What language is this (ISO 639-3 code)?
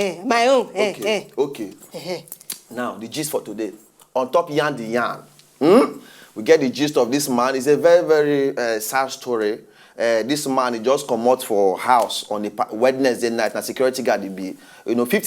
pcm